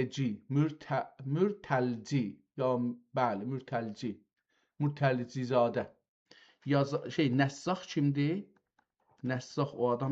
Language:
South Azerbaijani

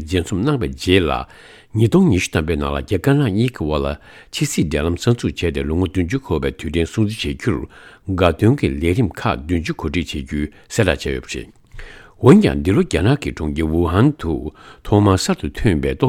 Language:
Tibetan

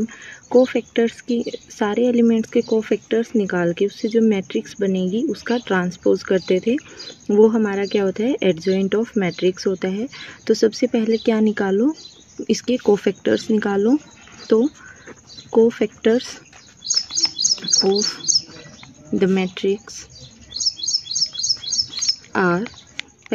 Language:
Hindi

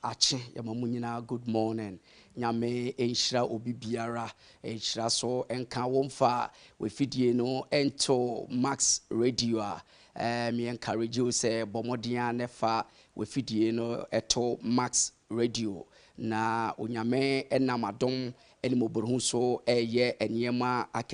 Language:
Akan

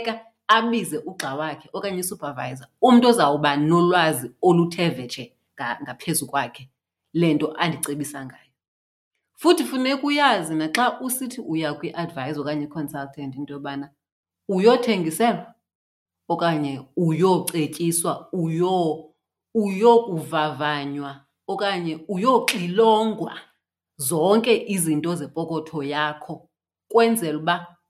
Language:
Xhosa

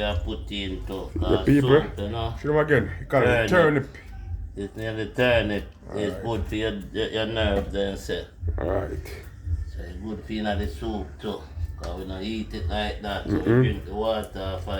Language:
Jamaican Creole English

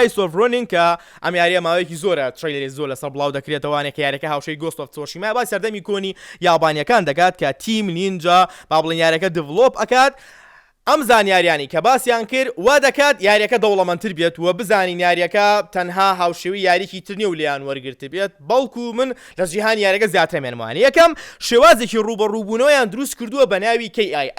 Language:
Central Kurdish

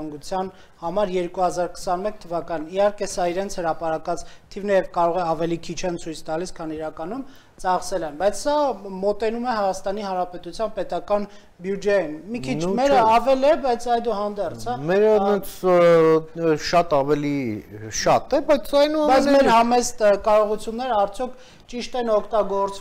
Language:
Armenian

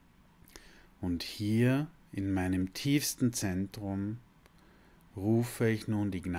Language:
German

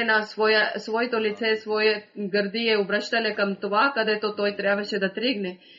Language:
Bulgarian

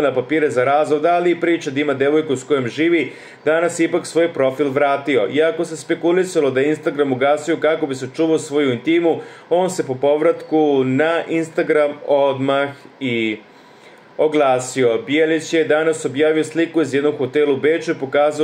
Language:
Serbian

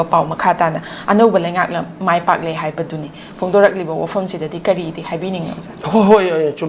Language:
Manipuri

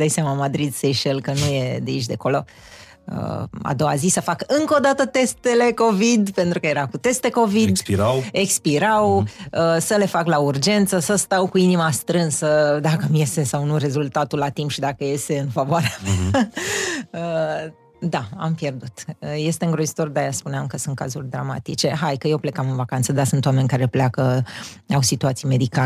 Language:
Romanian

